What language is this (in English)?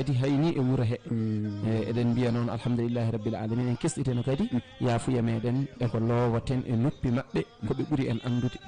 Fula